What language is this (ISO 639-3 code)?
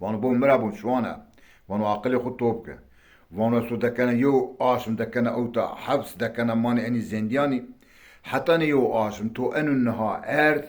zza